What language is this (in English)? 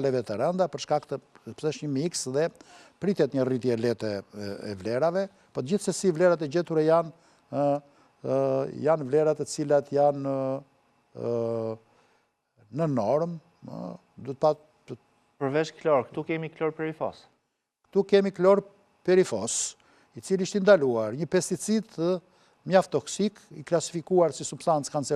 Albanian